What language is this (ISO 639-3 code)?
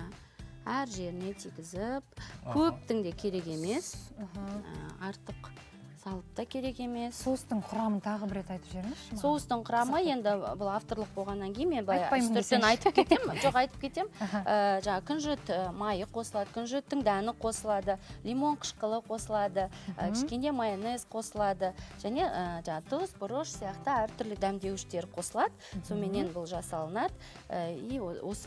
kaz